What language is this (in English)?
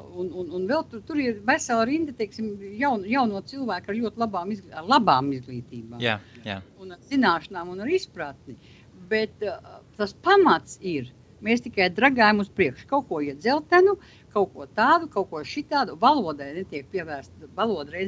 Latvian